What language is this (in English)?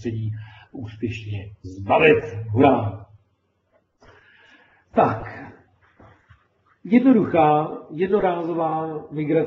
Czech